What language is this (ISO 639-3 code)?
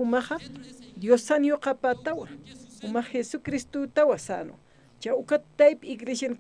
aym